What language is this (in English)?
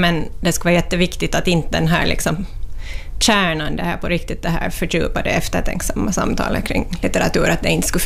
Swedish